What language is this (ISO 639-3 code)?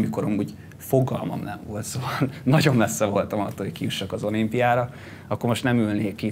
hun